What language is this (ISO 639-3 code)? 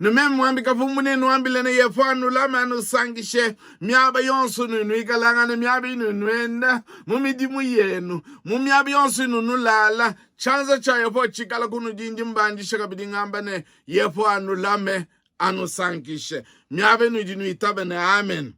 lua